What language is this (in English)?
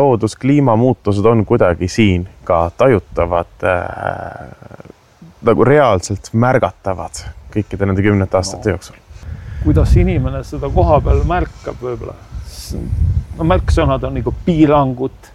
Estonian